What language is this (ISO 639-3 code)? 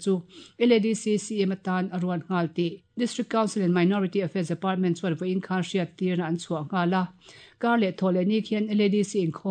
lus